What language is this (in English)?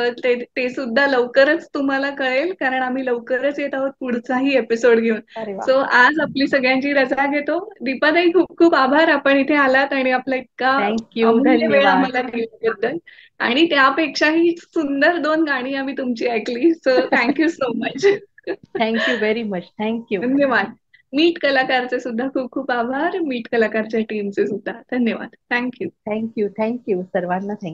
Marathi